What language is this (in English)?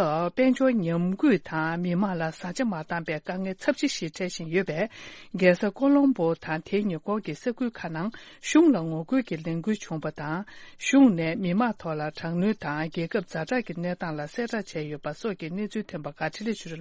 Tibetan